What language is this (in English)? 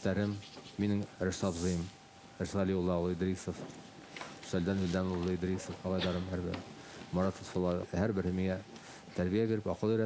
Bashkir